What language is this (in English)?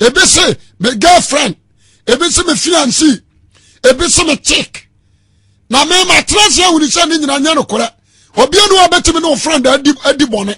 Akan